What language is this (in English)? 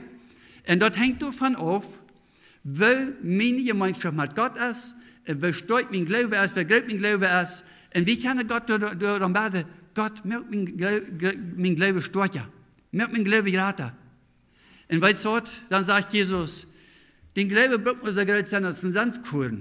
Plautdietsch